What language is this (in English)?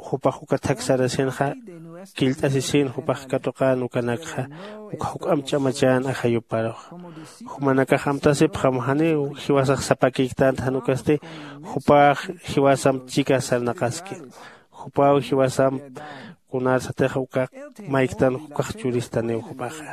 Aymara